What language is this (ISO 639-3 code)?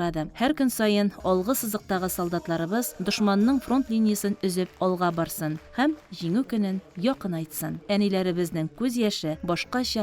tat